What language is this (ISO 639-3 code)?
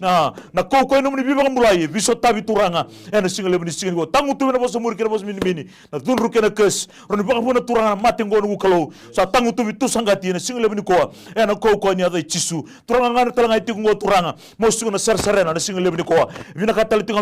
fij